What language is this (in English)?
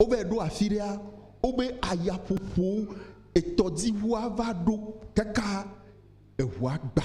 Ewe